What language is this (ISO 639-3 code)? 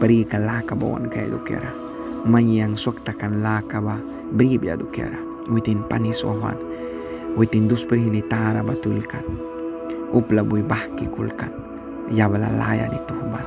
miq